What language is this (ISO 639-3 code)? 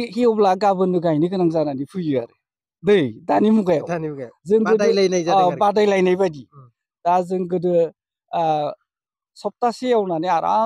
brx